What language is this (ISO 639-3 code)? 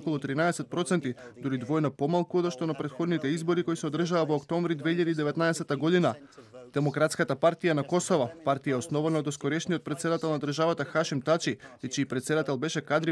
mkd